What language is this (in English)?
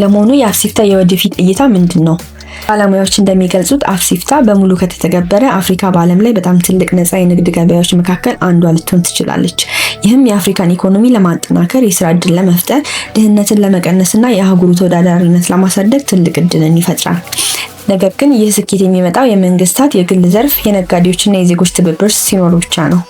Amharic